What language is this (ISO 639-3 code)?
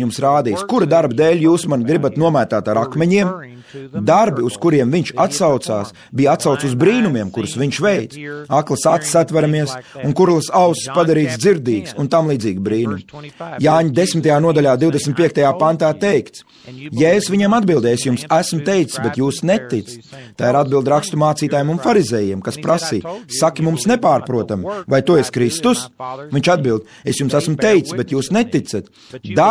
lav